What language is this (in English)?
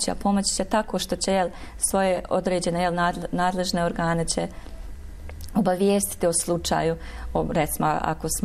Bosnian